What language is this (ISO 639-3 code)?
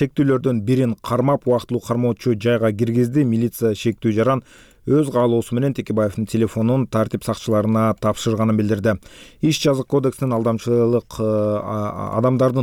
kir